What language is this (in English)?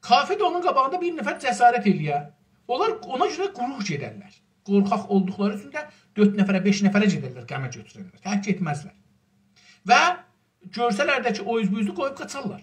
South Azerbaijani